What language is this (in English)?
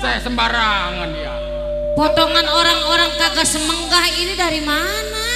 Betawi